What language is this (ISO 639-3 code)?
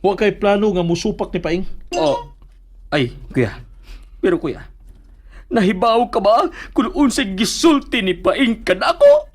ceb